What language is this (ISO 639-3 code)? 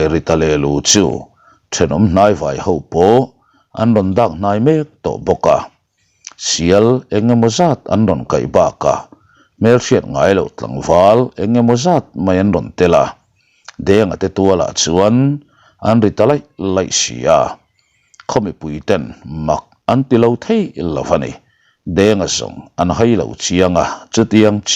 lus